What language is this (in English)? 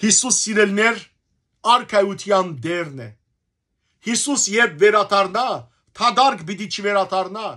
Western Armenian